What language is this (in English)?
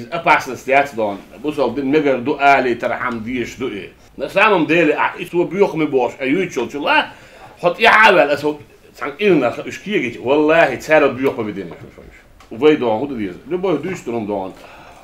Chechen